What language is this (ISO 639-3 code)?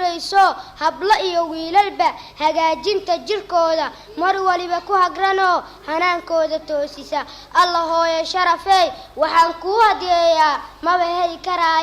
som